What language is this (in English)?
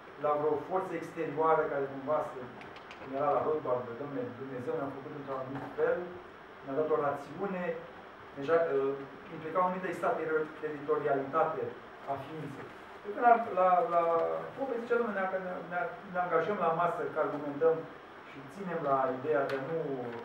Romanian